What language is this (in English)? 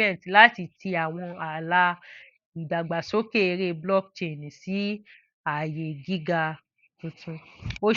Yoruba